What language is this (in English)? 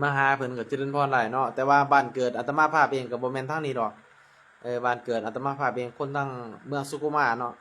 Northeastern Thai